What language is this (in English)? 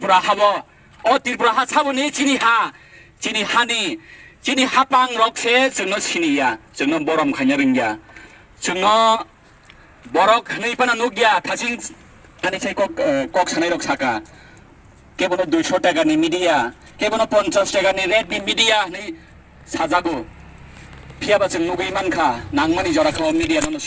Kok Borok